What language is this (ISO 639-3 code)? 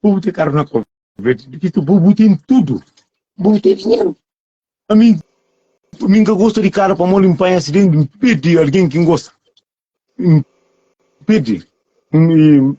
kea